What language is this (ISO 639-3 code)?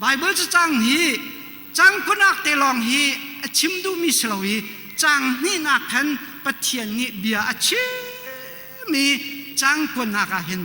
cnh